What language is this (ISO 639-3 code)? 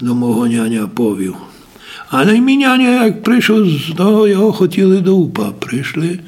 rue